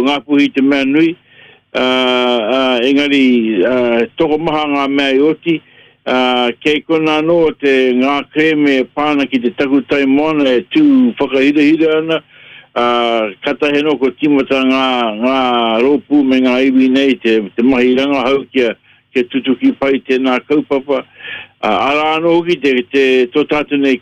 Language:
Māori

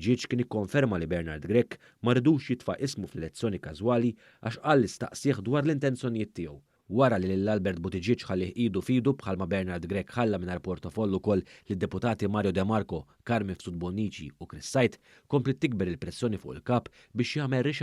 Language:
Maltese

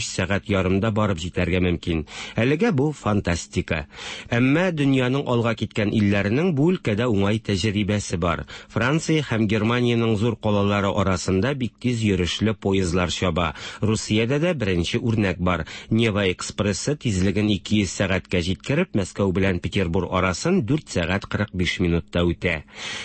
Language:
Tatar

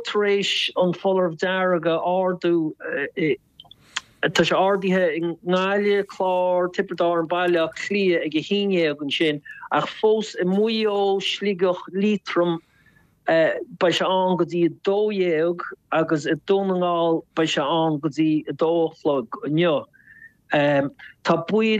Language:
Irish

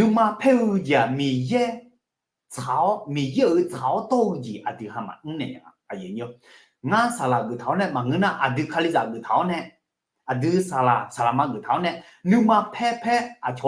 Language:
Akha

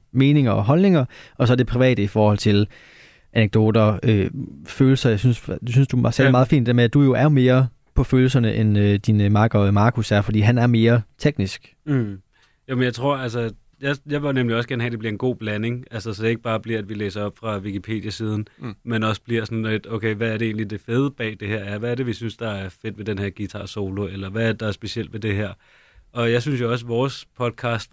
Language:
Danish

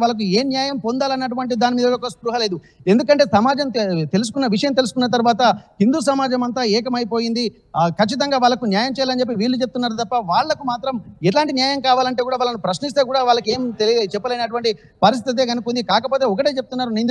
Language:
Telugu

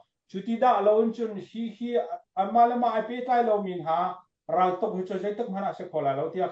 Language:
Hakha Chin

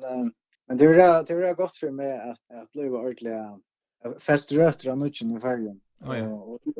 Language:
Faroese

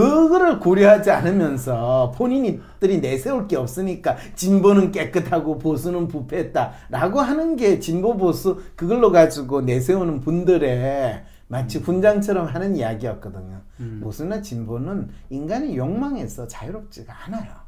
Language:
Korean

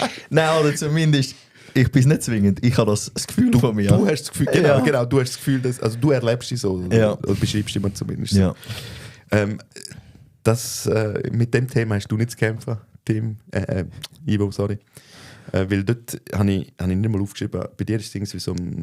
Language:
Swiss German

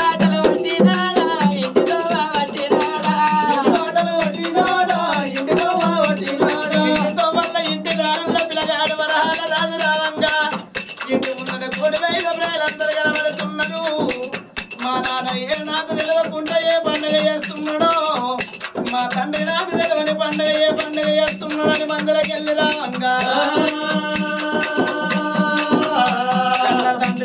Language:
Telugu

